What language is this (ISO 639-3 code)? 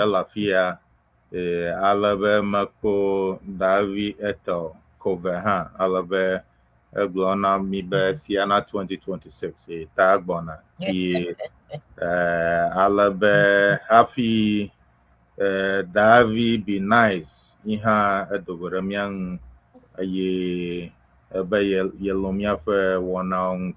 ewe